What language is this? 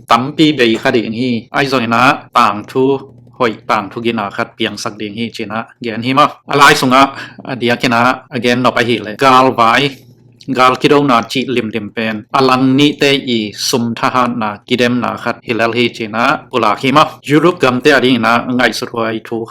Tedim Chin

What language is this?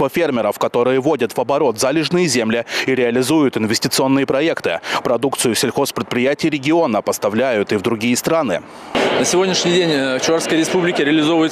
Russian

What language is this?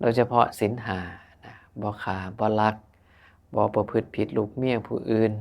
Northeastern Thai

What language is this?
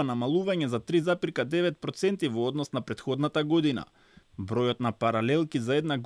Macedonian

